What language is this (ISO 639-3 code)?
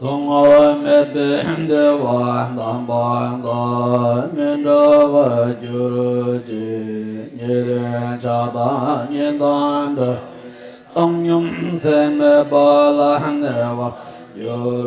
bod